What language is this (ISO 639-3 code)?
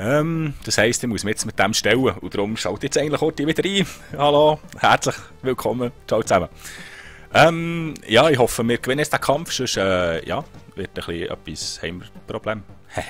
gsw